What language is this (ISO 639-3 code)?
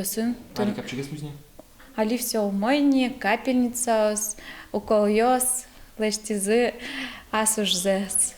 udm